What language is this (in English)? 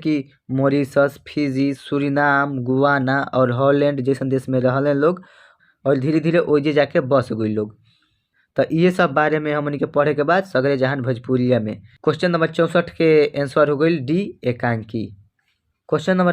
Bhojpuri